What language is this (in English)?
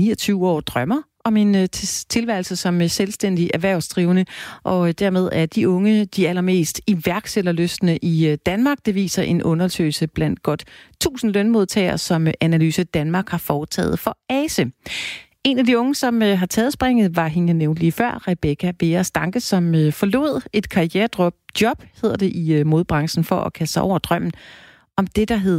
Danish